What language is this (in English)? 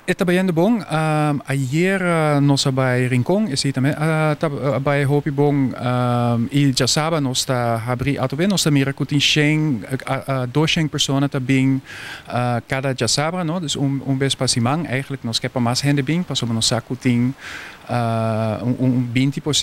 Papiamento